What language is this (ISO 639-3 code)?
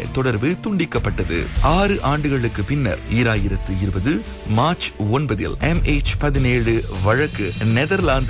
tam